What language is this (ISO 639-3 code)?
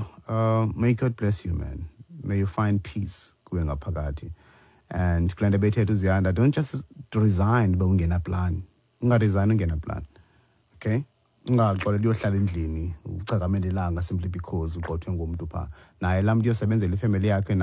xho